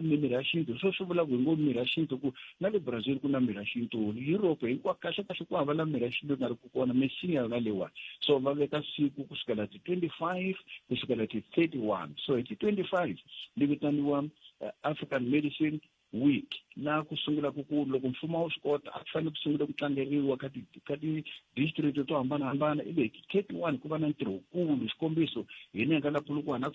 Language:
Tsonga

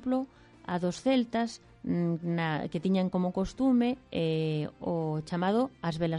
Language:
Galician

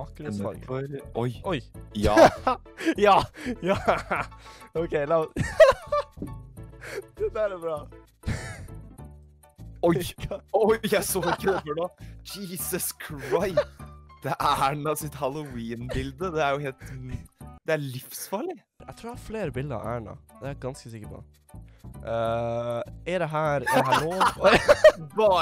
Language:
Norwegian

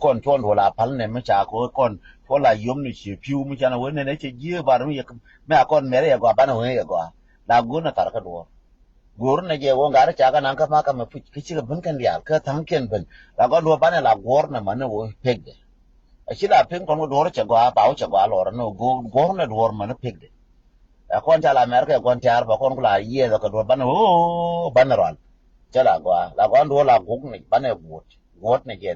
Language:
Nuer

